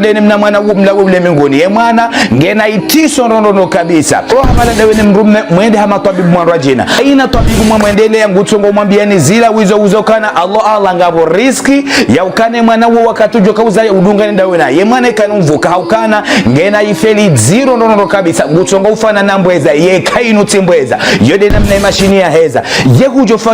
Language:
Ngazidja Comorian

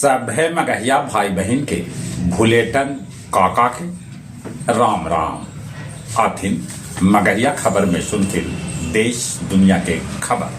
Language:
Magahi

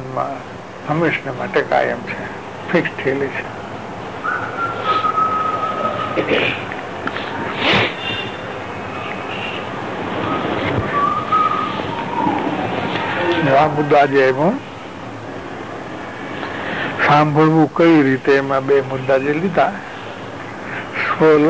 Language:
Gujarati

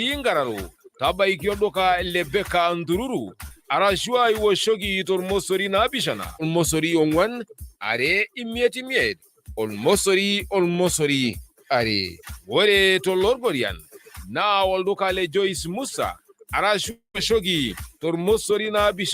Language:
Masai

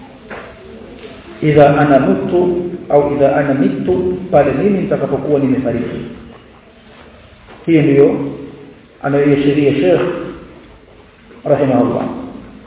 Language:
Swahili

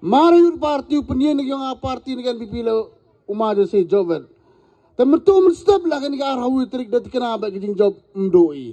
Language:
Khasi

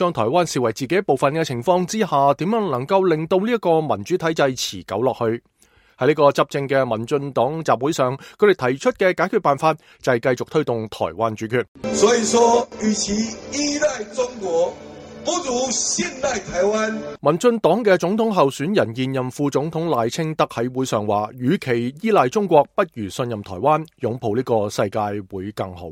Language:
Cantonese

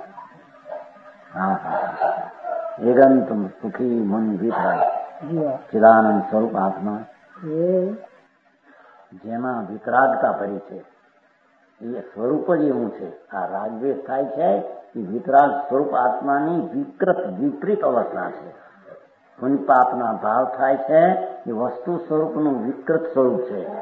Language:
Gujarati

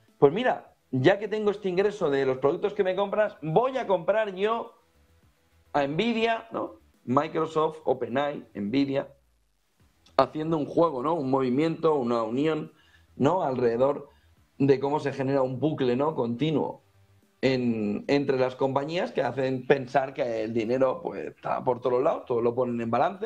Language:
Spanish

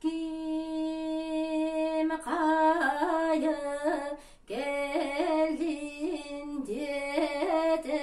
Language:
Yakut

